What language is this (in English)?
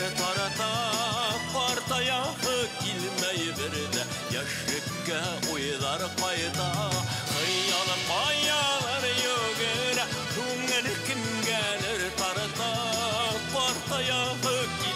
Bashkir